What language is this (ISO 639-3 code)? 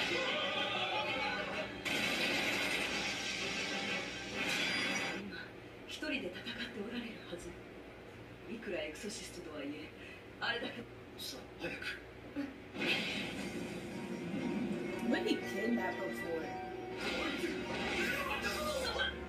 jpn